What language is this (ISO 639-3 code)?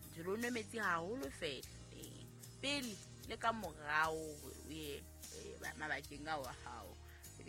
sot